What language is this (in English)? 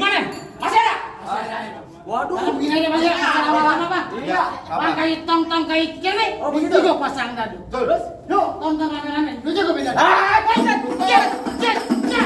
Betawi